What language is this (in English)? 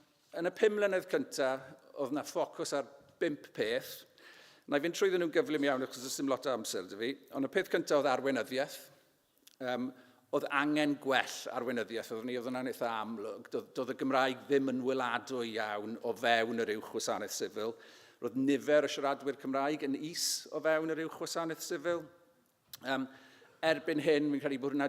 Welsh